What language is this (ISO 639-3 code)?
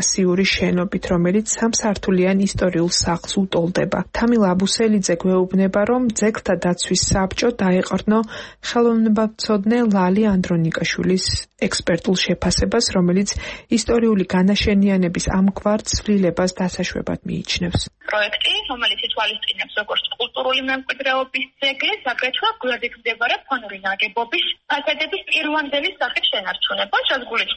kat